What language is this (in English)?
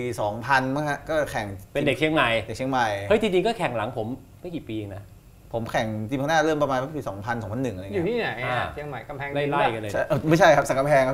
Thai